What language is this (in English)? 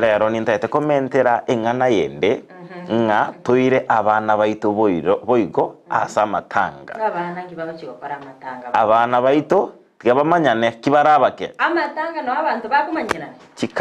Gusii